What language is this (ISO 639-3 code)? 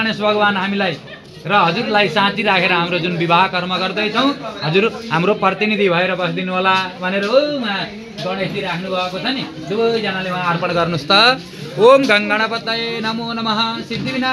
nep